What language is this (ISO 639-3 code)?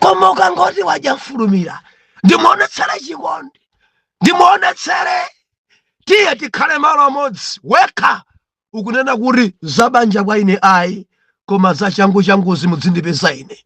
nya